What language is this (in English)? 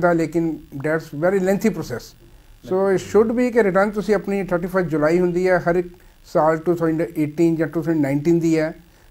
Punjabi